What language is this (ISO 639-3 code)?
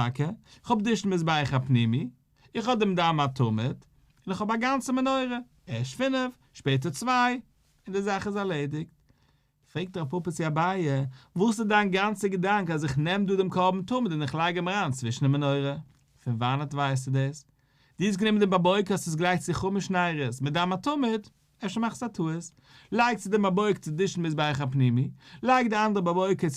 yid